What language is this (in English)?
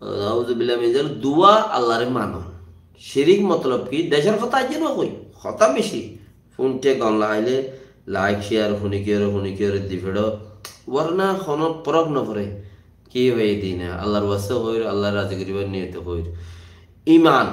Rohingya